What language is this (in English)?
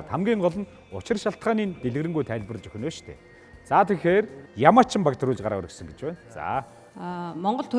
Mongolian